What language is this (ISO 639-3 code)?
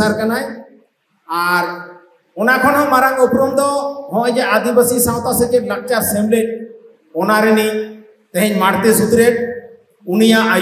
sat